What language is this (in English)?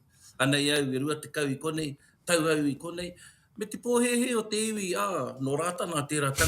Māori